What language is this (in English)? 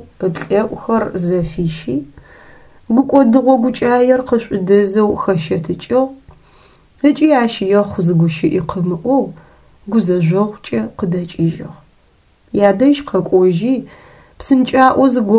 Adyghe